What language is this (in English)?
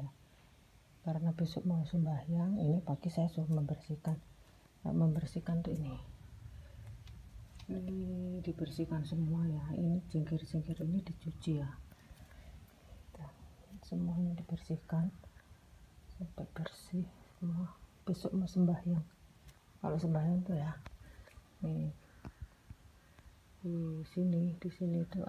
Indonesian